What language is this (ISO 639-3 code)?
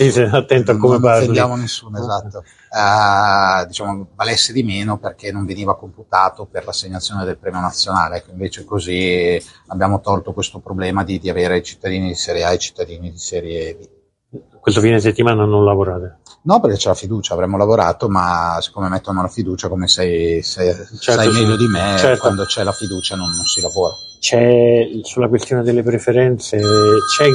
ita